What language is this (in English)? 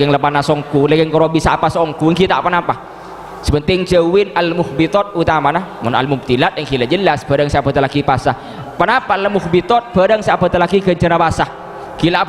Madurese